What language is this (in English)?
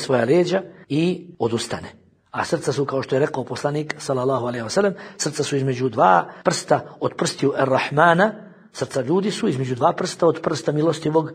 Bosnian